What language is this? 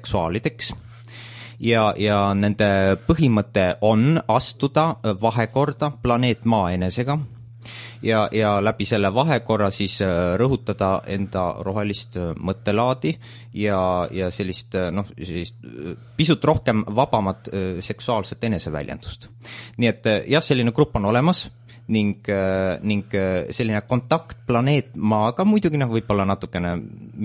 Estonian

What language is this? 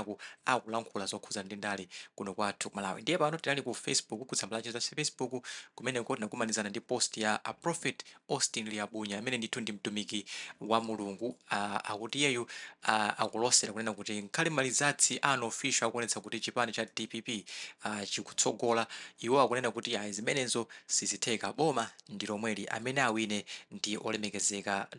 Nyanja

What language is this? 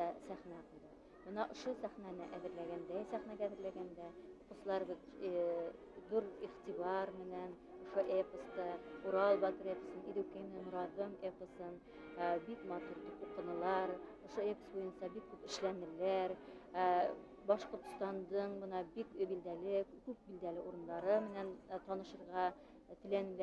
Bashkir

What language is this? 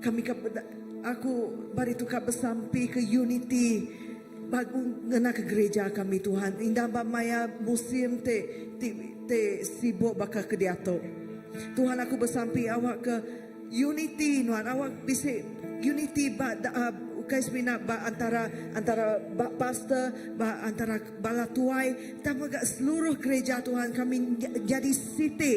Iban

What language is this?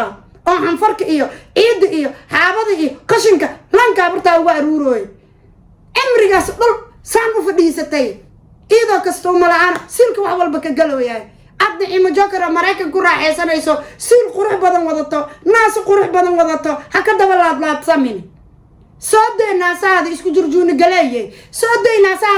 Somali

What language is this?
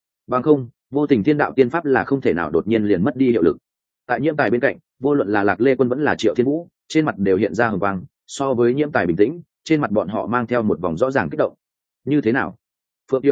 Vietnamese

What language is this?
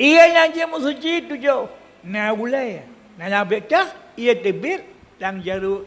Achinese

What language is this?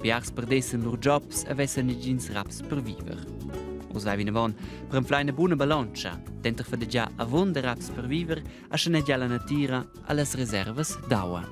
Romansh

